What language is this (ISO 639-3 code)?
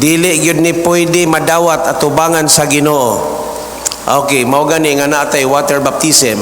ceb